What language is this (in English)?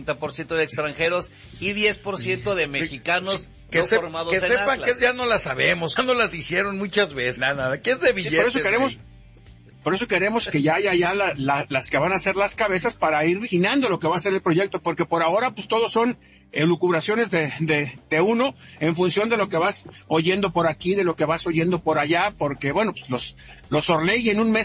Spanish